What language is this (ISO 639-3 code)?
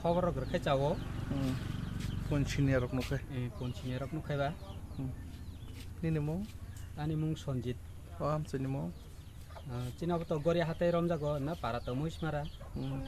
trp